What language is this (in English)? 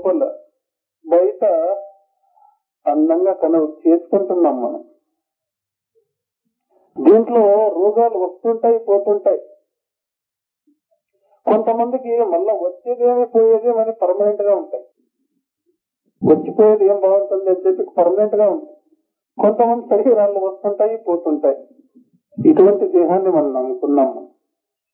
Telugu